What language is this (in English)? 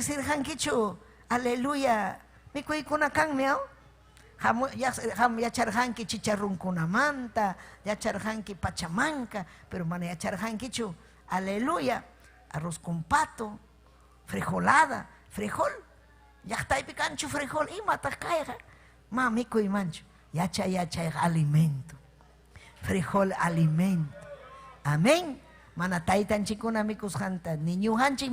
Ayacucho Quechua